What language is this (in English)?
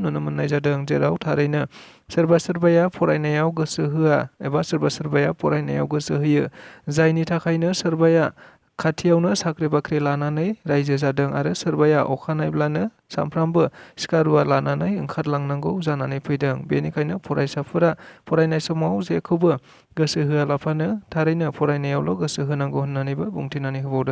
Bodo